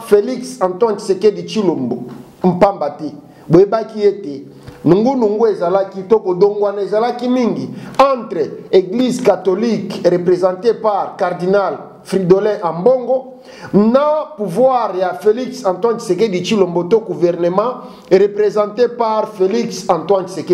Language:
Lingala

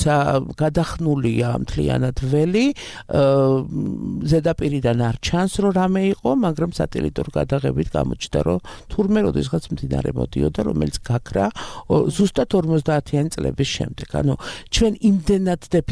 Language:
Georgian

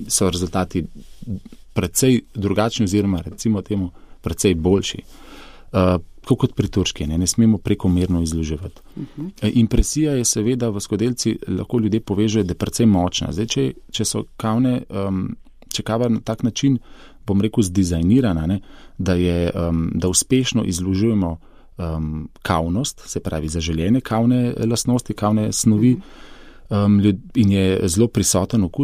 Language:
Slovenian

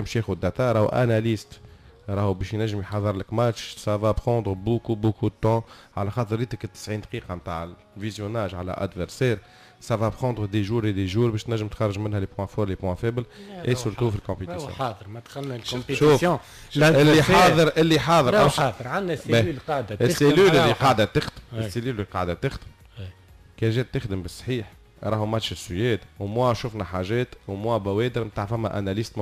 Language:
Tunisian Arabic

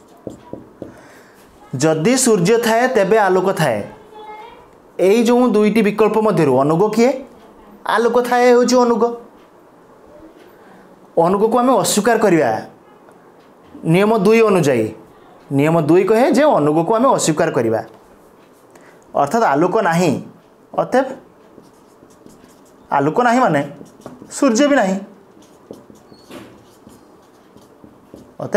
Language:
Odia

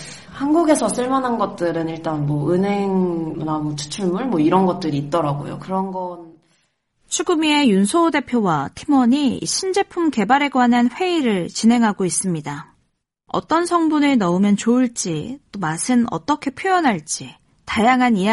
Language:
Korean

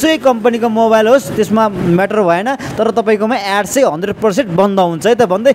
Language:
Nepali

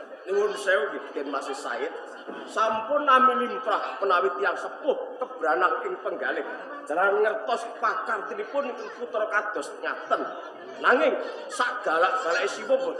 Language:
Javanese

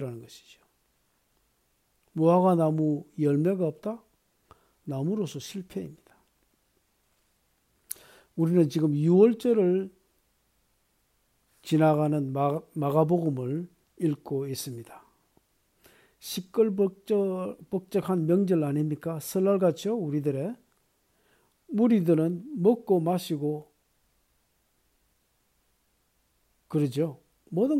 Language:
Korean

